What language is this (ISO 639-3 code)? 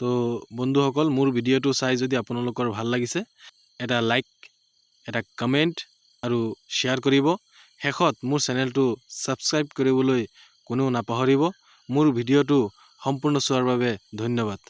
asm